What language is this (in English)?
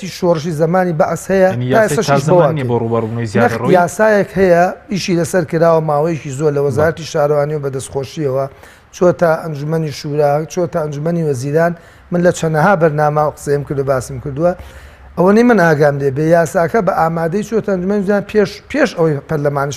Central Kurdish